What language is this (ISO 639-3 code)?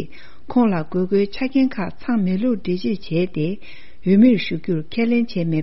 bod